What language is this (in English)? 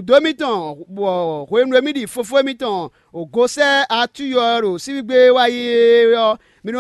Fon